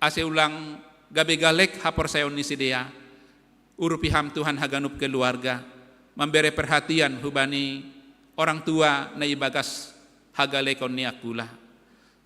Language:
Batak Simalungun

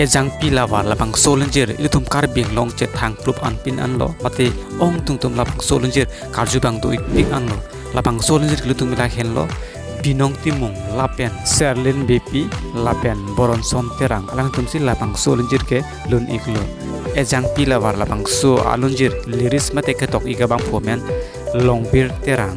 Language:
Karbi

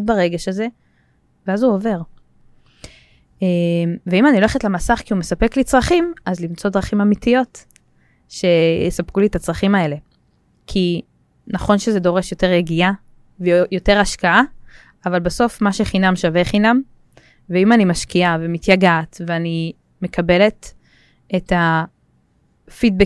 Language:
Hebrew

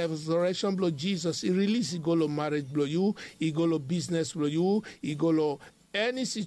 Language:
Bislama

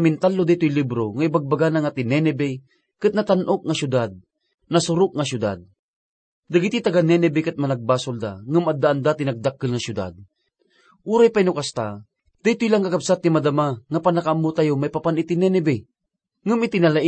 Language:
Iloko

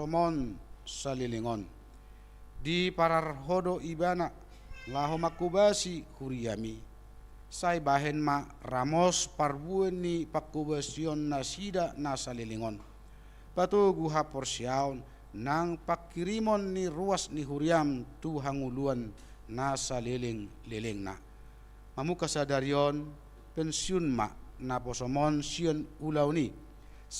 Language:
Batak Toba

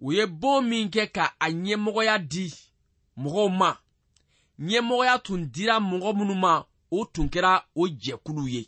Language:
Bambara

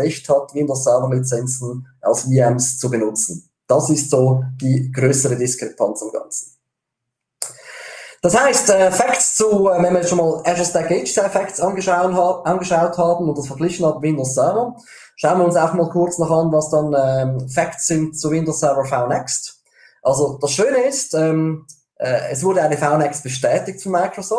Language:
German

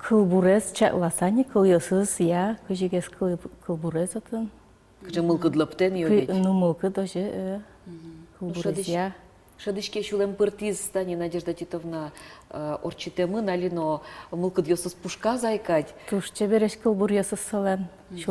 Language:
Udmurt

